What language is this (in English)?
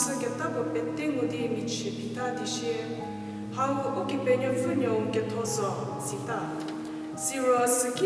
Angami Naga